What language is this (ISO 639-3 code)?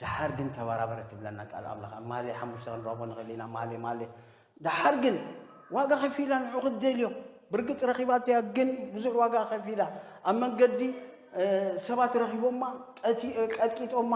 tir